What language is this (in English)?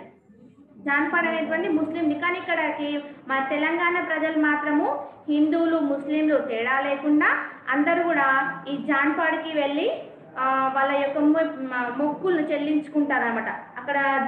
Telugu